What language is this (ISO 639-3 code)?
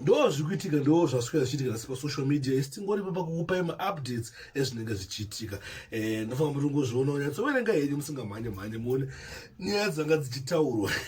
sna